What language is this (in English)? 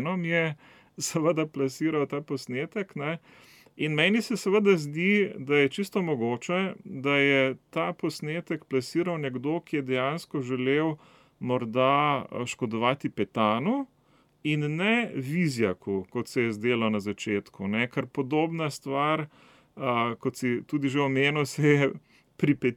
Slovenian